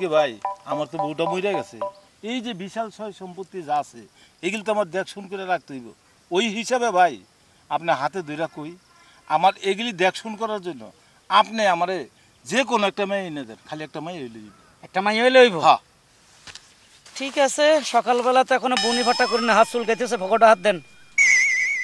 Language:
Bangla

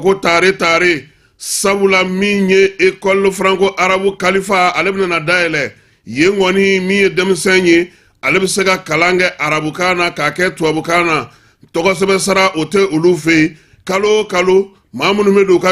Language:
Bambara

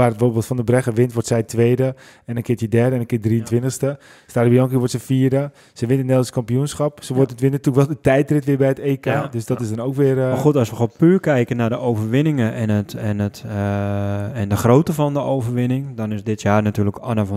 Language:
Dutch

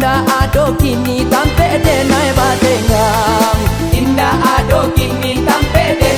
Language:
Minangkabau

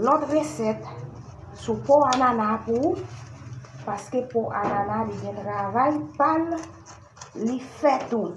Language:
Haitian Creole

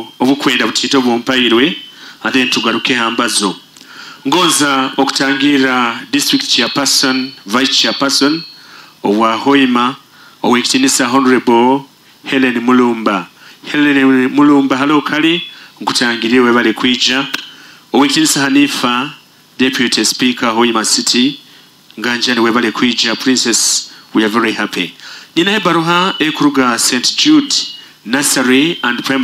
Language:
Nyoro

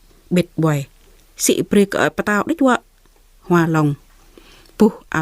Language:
Jarai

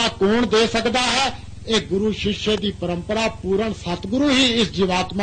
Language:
Punjabi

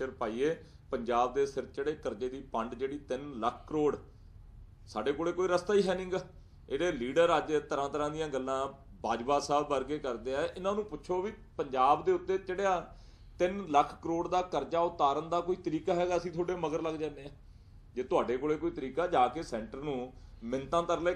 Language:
Punjabi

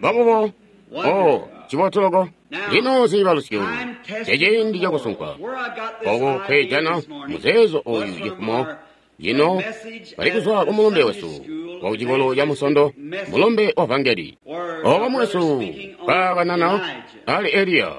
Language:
Tonga (Zambia)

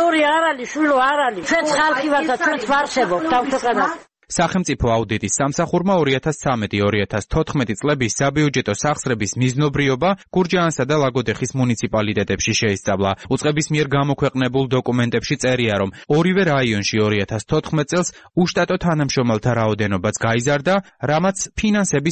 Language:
Georgian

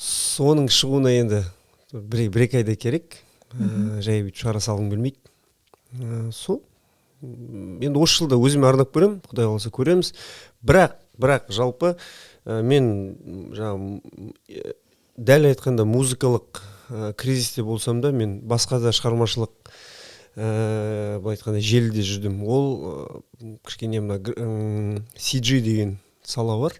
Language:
Kazakh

